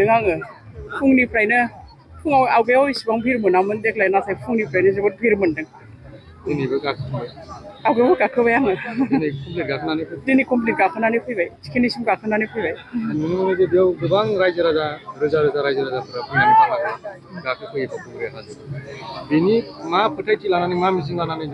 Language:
Bodo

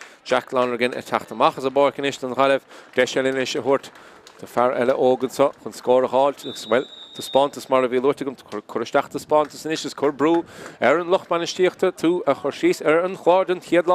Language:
Irish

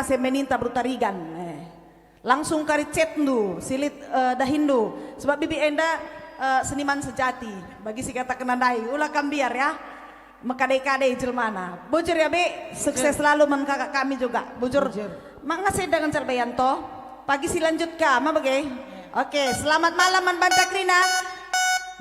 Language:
Batak Karo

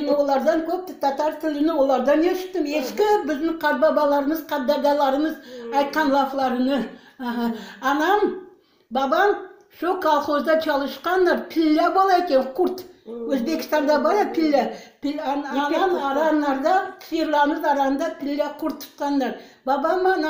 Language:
Crimean Tatar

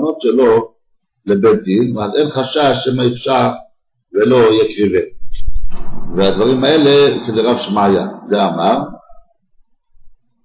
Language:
Hebrew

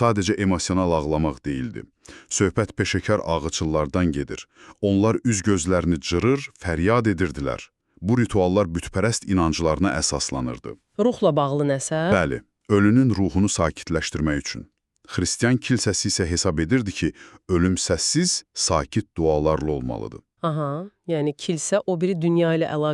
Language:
Azerbaijani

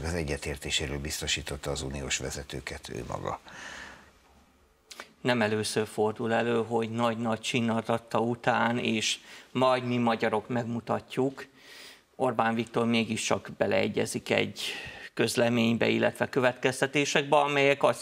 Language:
Hungarian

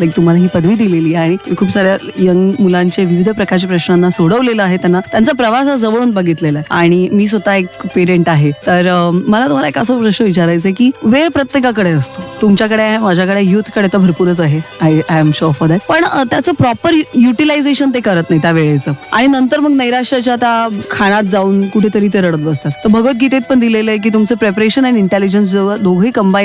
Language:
Marathi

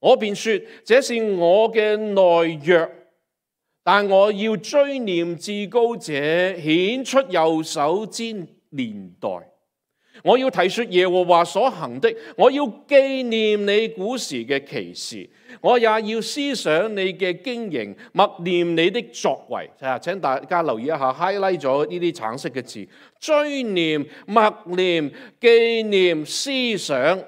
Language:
Cantonese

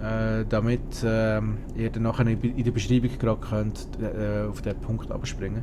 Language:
Swiss German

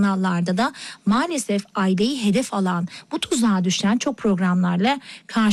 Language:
Turkish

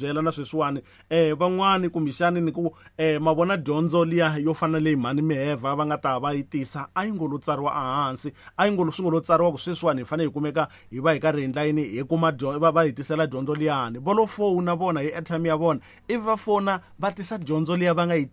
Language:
Tsonga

